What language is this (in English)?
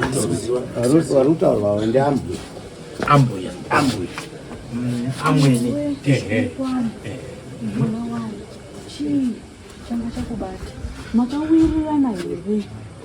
Shona